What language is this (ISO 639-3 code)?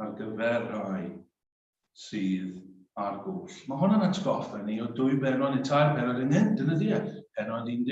cym